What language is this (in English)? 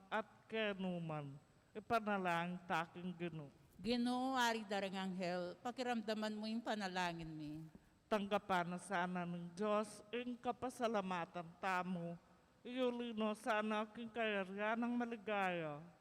Pampanga